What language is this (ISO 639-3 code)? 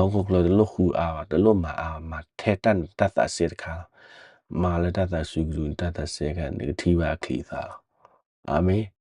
ksw